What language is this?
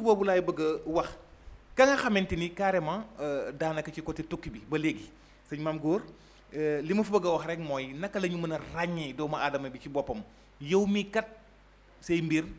Wolof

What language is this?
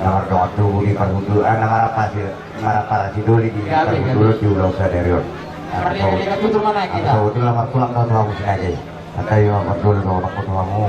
Batak Toba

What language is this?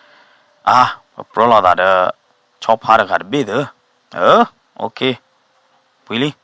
S'gaw Karen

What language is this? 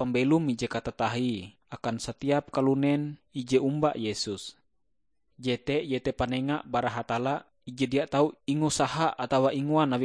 Ngaju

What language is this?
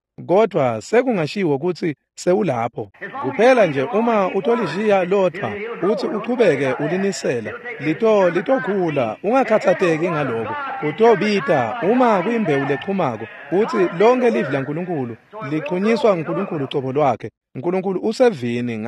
Swati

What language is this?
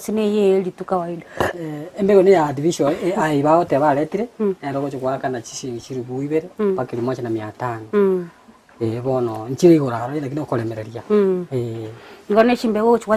Gusii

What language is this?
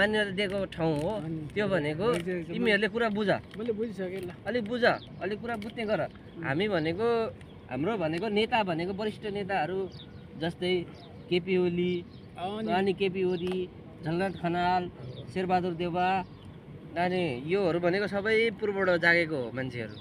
Nepali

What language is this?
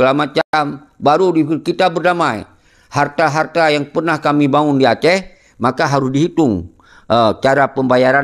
Achinese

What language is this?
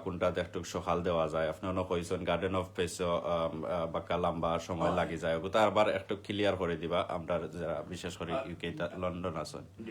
Sylheti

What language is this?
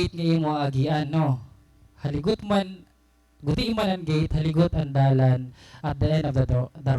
Waray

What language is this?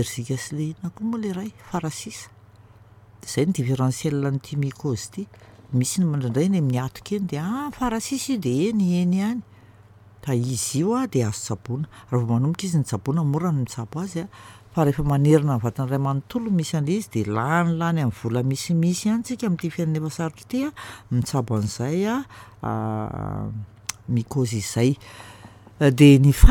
Malagasy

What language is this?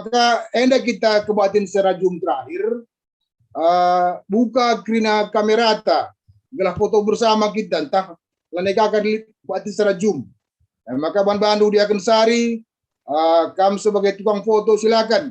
Batak Karo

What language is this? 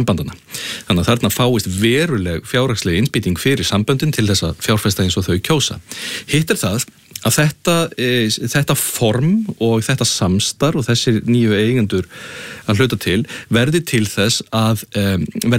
Icelandic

